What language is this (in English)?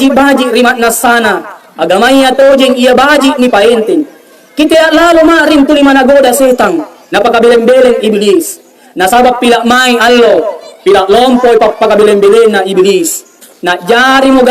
Makasar